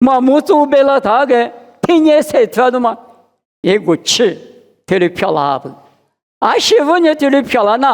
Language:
Lisu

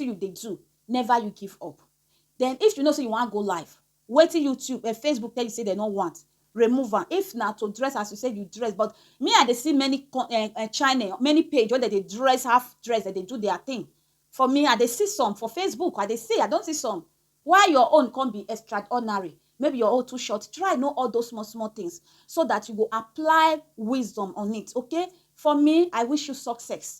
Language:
Nigerian Pidgin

